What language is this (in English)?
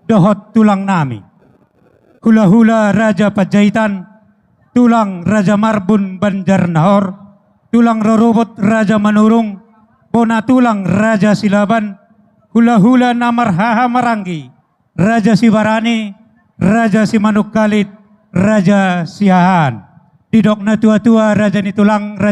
Batak Toba